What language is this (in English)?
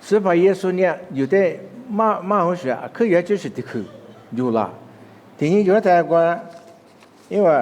Lisu